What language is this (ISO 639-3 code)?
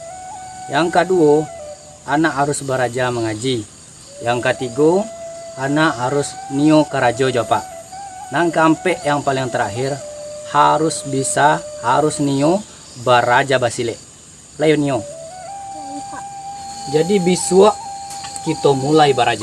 min